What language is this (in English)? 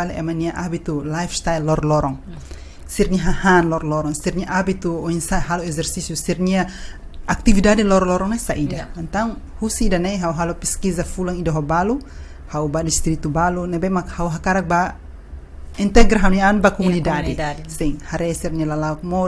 Tetum